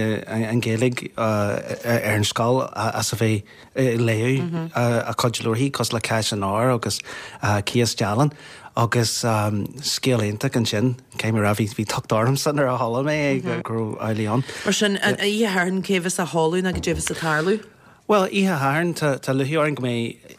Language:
Irish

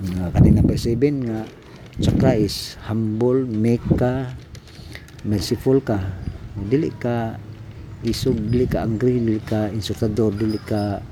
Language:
Cebuano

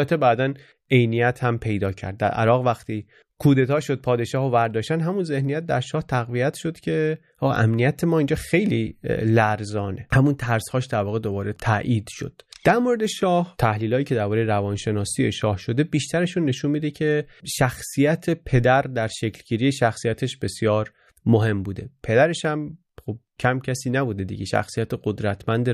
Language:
Persian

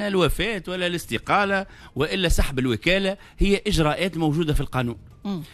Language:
Tunisian Arabic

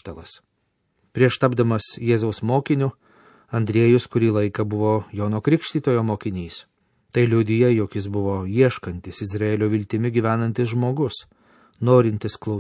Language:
Lithuanian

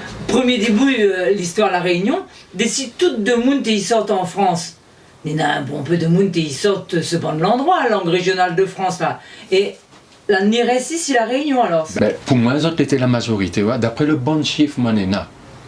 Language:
Réunion Creole French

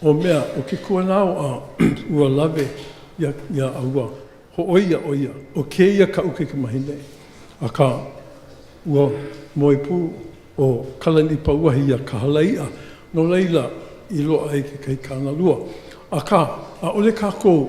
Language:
Hawaiian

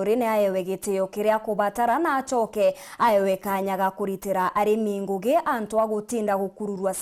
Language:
Meru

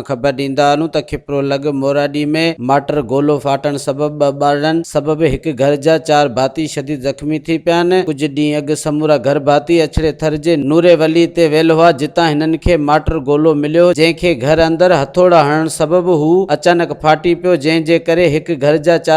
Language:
Sindhi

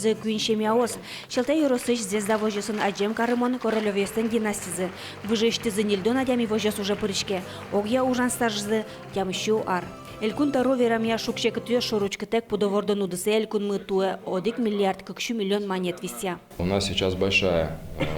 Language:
Udmurt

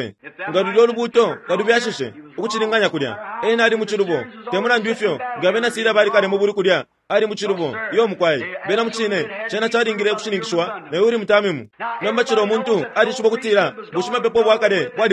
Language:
Bemba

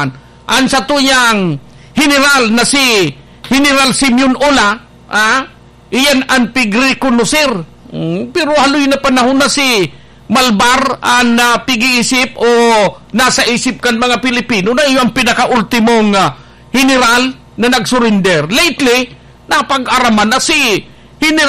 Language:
Bikol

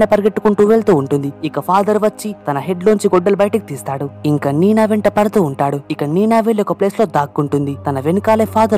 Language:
Telugu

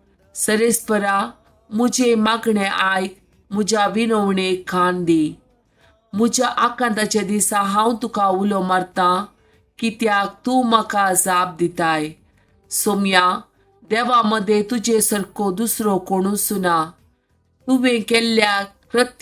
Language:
Konkani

